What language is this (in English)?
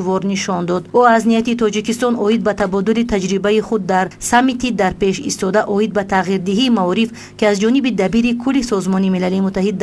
Tajik